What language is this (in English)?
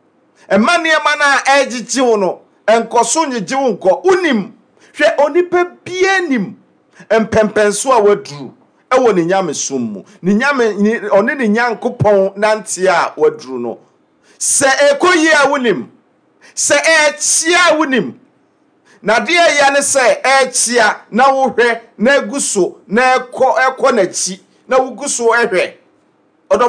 Akan